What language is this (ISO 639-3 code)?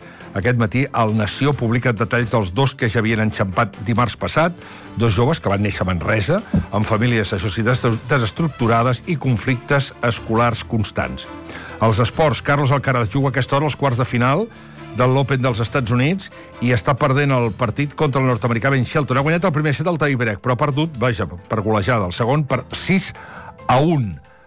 cat